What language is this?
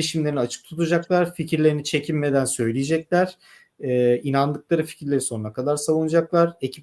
Turkish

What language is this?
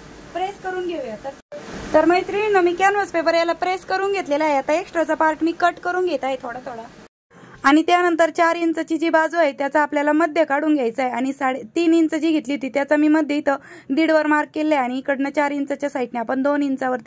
Marathi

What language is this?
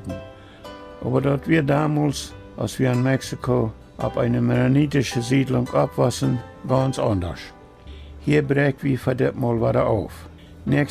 Plautdietsch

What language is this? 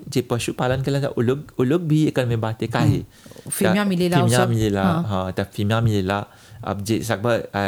Bhojpuri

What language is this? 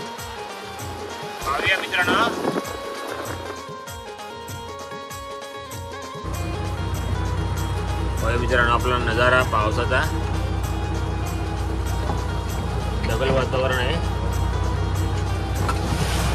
Marathi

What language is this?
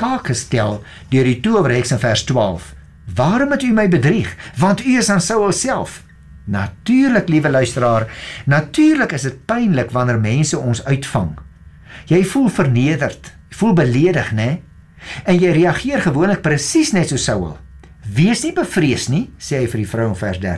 Afrikaans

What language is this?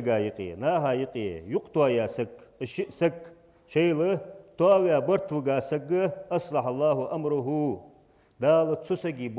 Ingush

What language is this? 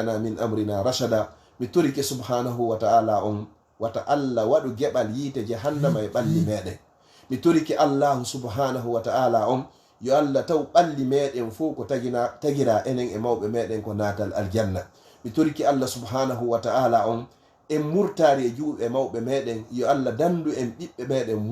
Fula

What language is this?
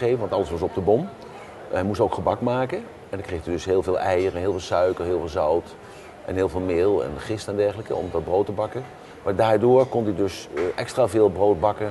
Dutch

